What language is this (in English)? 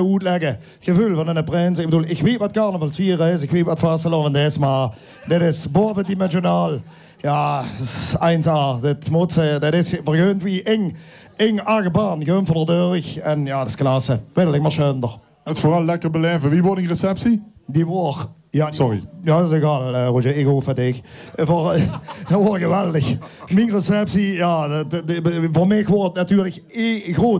Limburgish